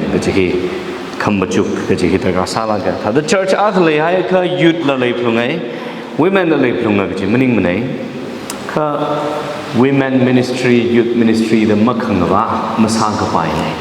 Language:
Tangkhul Naga (India)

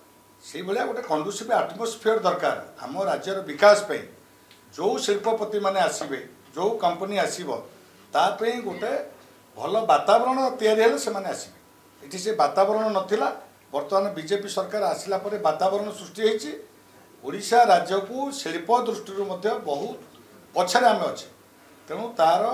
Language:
Odia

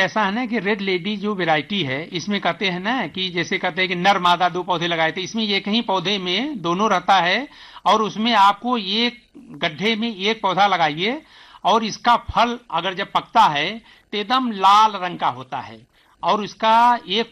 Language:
Hindi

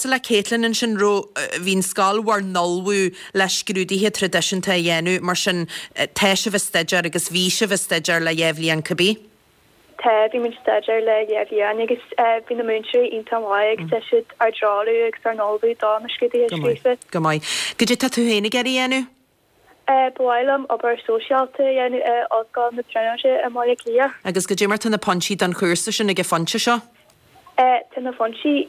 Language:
Irish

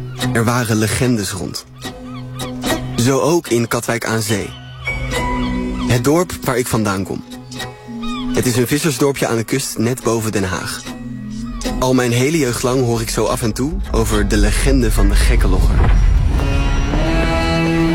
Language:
Dutch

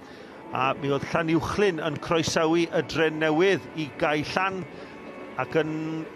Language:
Welsh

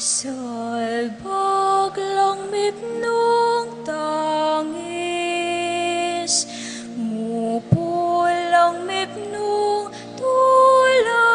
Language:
Pampanga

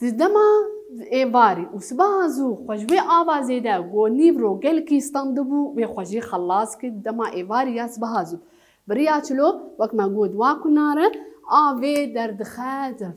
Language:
Kurdish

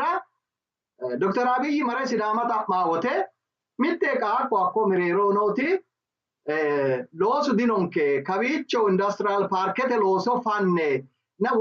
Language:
Sidamo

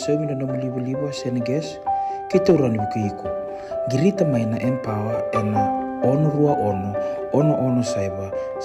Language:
Fijian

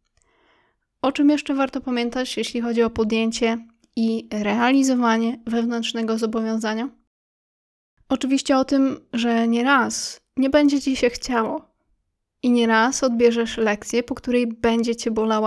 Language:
Polish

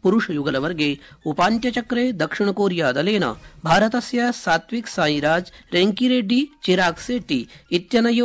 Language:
Sanskrit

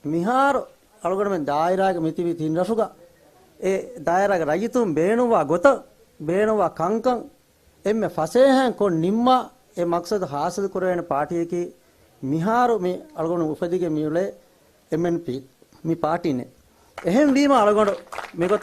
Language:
Divehi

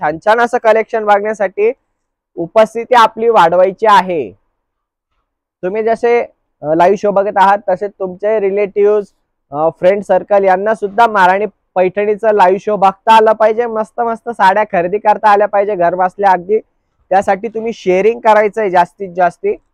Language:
Marathi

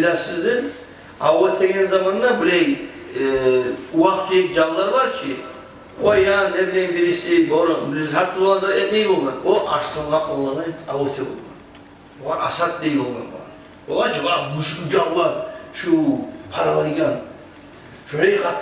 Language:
Kumyk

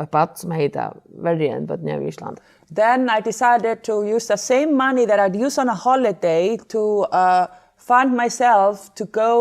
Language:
Faroese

